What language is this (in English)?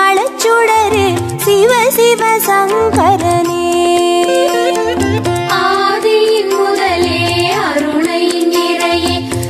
Tamil